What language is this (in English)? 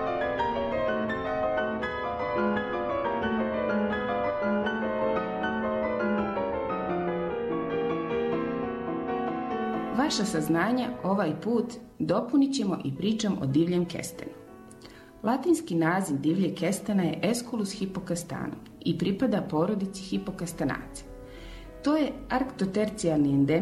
Croatian